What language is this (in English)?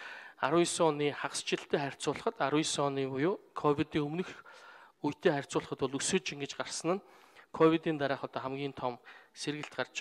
Mongolian